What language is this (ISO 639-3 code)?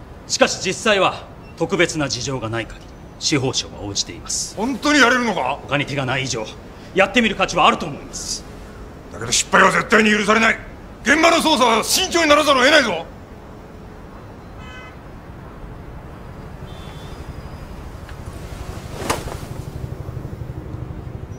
jpn